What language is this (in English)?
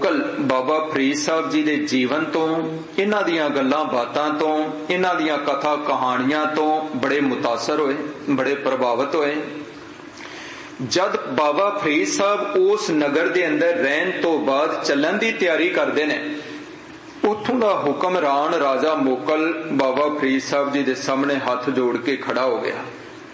Punjabi